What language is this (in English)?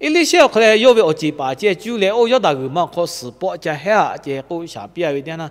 Lahu